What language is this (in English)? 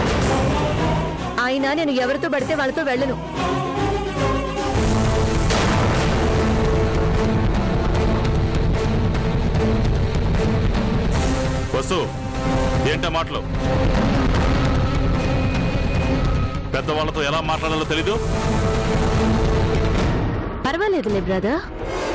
Telugu